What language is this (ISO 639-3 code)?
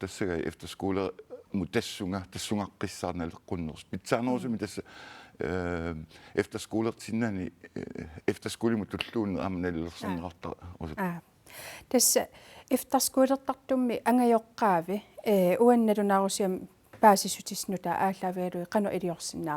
kal